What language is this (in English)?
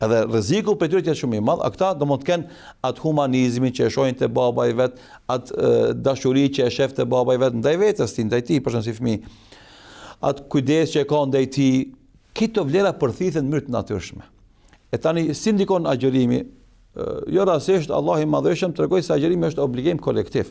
Albanian